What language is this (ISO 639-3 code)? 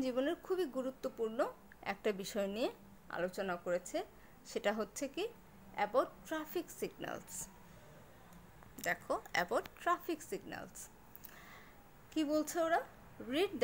ben